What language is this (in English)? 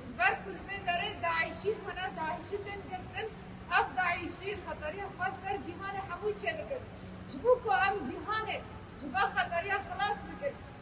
Kurdish